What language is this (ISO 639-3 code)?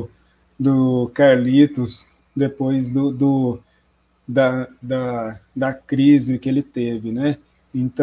por